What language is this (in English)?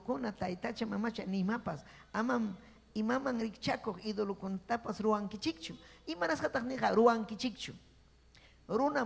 Ayacucho Quechua